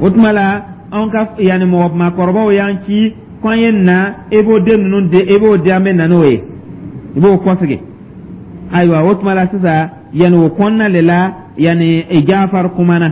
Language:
Dyula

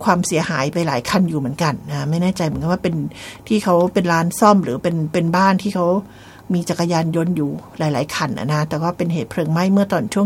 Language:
Thai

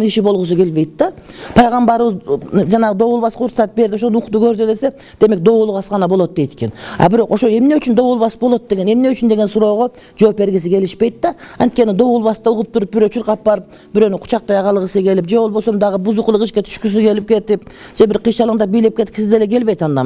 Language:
Kyrgyz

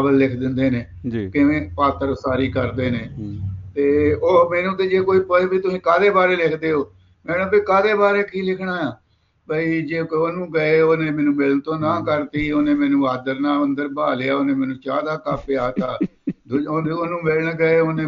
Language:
Punjabi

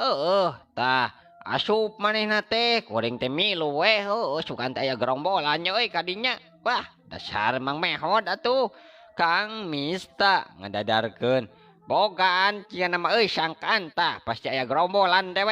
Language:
Sundanese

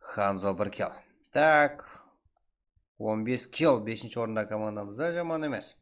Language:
Kara-Kalpak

